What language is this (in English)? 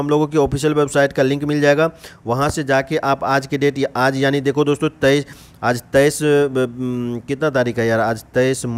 Hindi